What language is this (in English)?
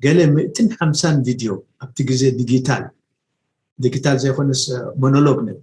Tigrinya